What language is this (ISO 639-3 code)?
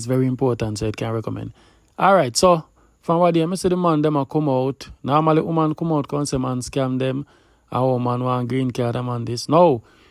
jam